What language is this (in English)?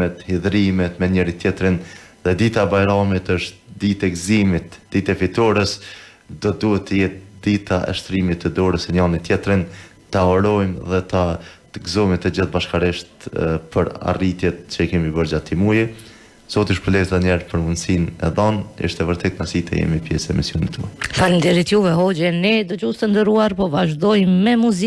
Albanian